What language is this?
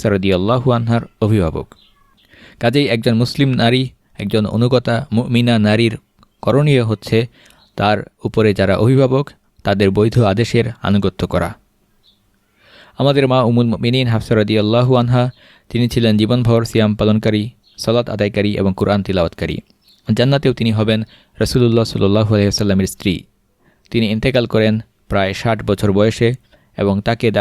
Bangla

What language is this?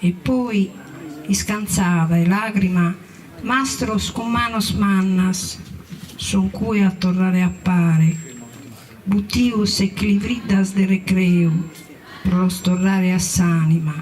Sardinian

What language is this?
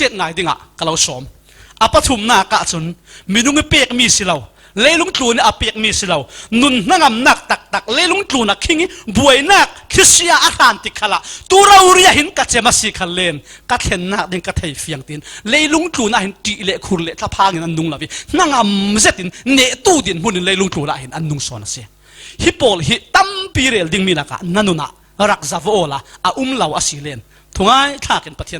Falam Chin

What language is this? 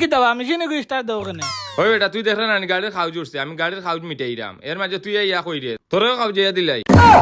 Sylheti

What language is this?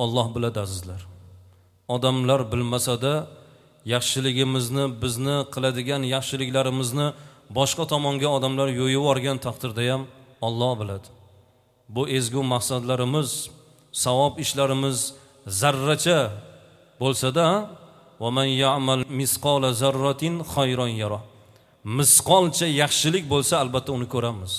Uzbek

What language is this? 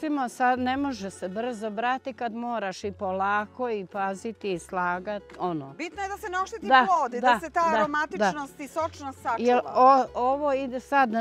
Serbian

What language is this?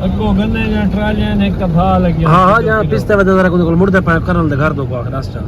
Saraiki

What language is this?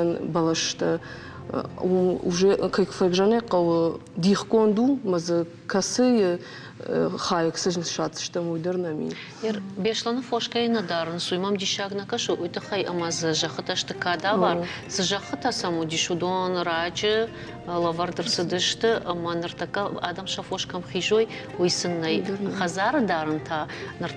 Ossetic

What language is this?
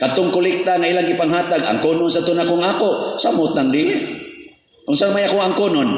Cebuano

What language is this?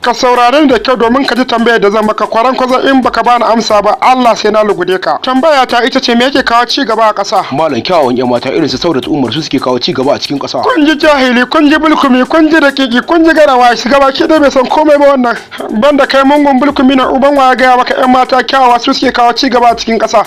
Hausa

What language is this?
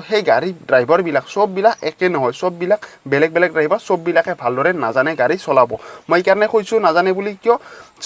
Assamese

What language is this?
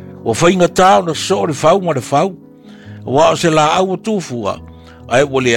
Samoan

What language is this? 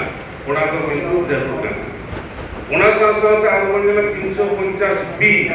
Santali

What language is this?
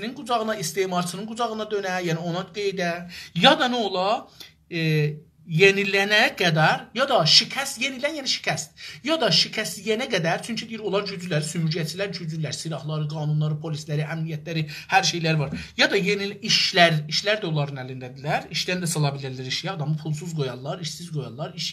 South Azerbaijani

